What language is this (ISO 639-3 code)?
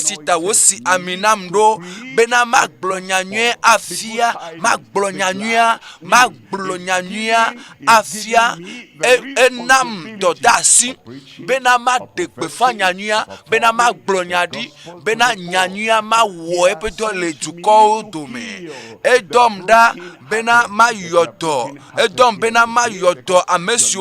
ewe